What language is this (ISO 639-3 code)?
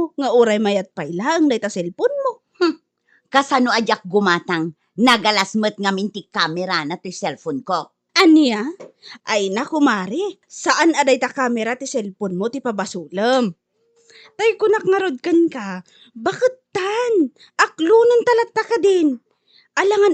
ilo